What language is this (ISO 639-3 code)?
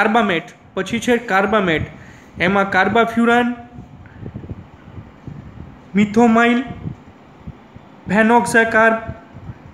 guj